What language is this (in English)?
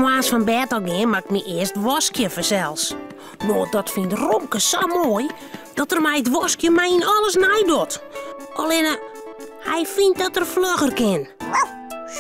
Western Frisian